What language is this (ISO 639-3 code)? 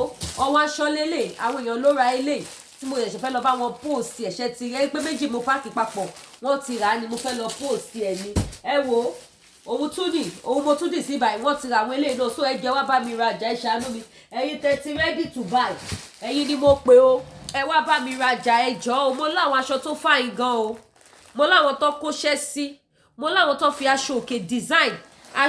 yor